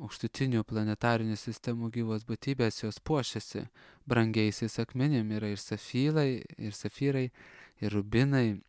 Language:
Lithuanian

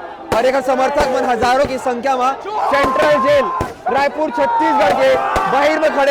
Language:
Chhattisgarhi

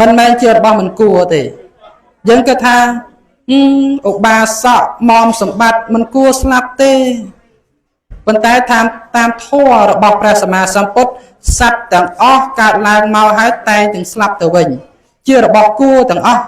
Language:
Khmer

